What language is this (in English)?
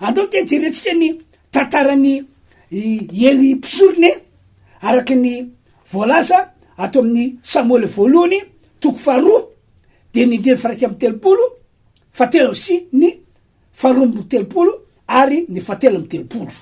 Malagasy